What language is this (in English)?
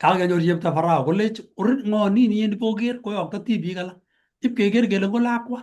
Kalenjin